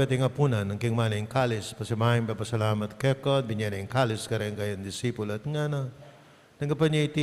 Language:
Pampanga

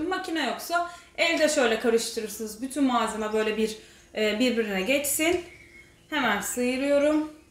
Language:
Turkish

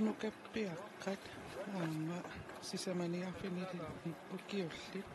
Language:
Kalaallisut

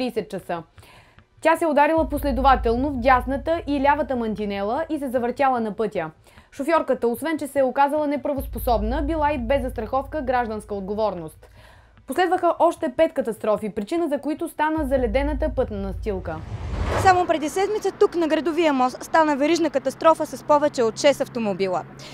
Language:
Bulgarian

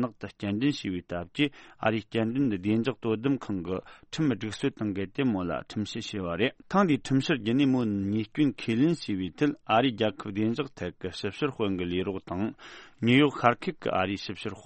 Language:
Tibetan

